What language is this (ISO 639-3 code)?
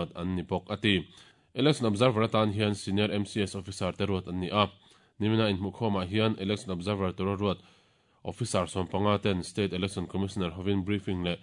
lus